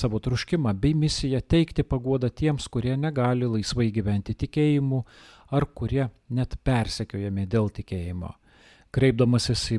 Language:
Lithuanian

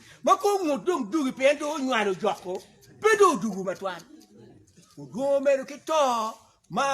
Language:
Acoli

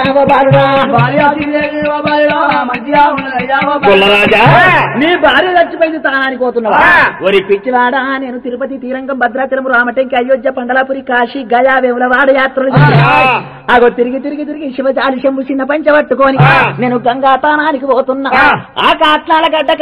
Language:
Telugu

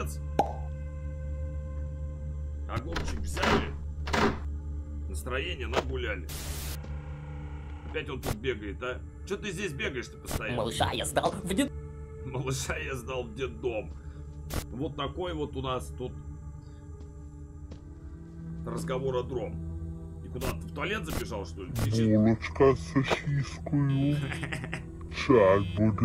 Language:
Russian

